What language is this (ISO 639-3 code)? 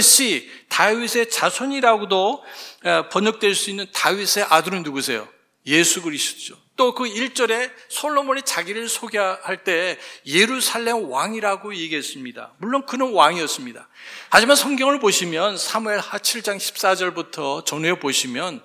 kor